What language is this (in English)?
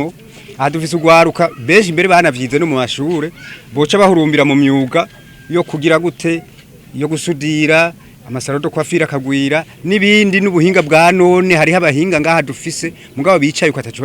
Rundi